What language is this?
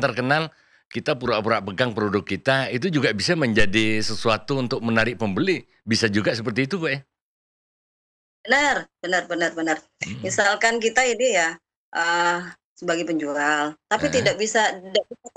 Indonesian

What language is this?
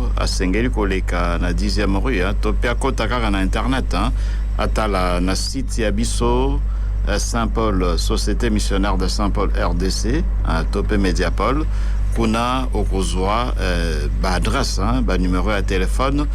Lingala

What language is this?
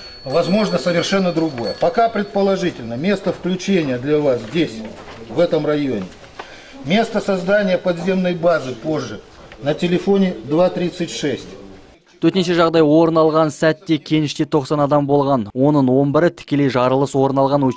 Kazakh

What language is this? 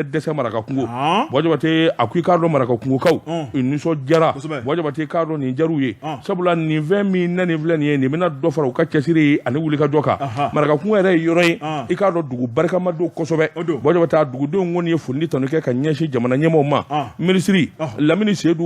Bambara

